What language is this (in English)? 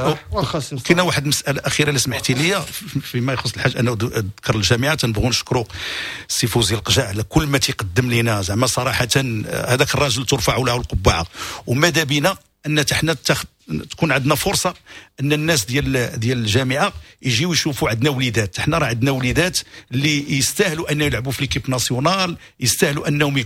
Moroccan Arabic